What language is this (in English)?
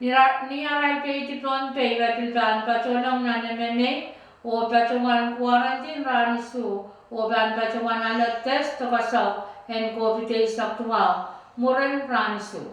Pohnpeian